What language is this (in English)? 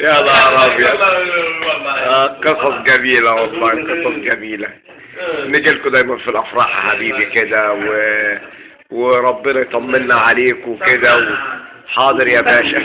Egyptian Arabic